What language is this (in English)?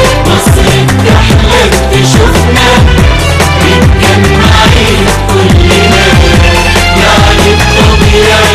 Egyptian Arabic